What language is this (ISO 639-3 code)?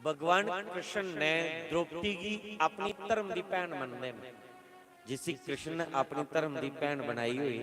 doi